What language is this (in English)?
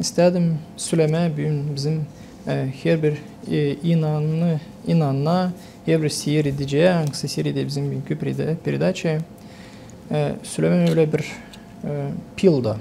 Gagauz